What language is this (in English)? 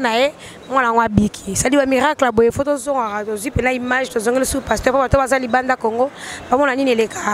Lingala